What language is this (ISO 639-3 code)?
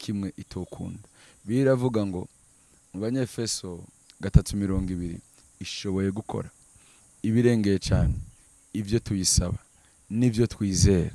run